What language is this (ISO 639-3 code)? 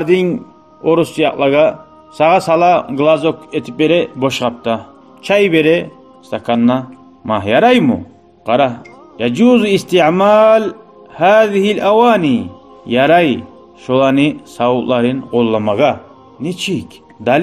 kum